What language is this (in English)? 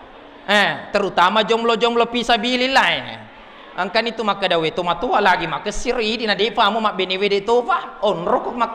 Buginese